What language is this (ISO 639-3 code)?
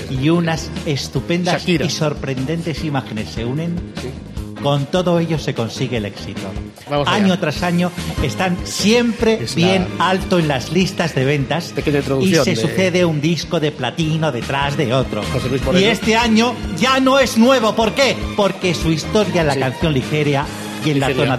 spa